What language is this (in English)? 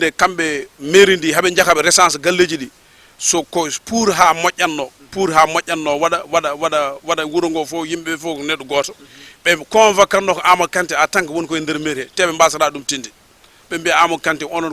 Fula